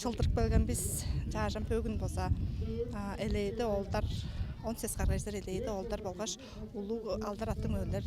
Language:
Tuvinian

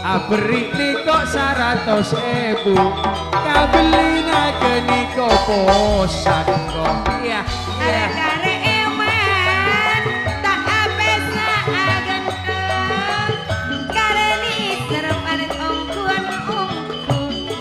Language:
Madurese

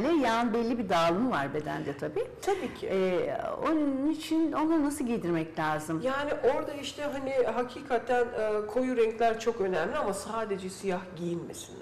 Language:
Turkish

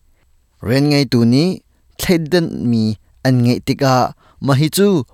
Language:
Hakha Chin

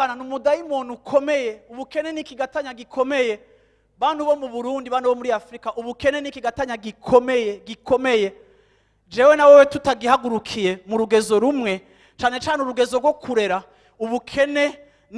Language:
Rundi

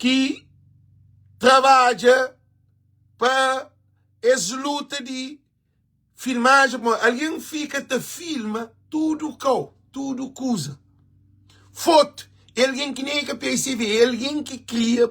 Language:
Kabuverdianu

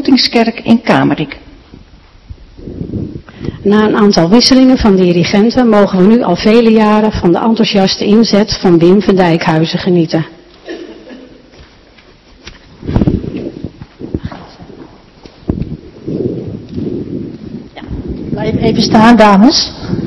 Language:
Dutch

